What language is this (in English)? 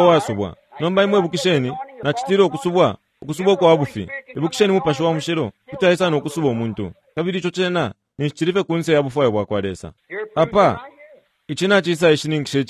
Bemba